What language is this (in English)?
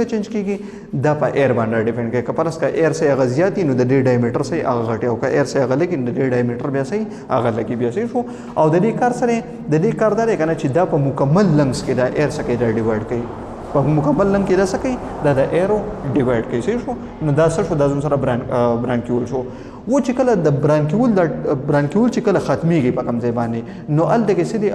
Pashto